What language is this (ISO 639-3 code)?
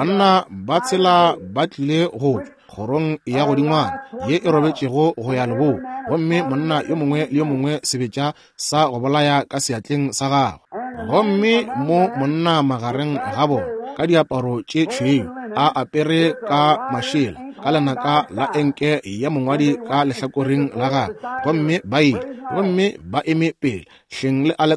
nso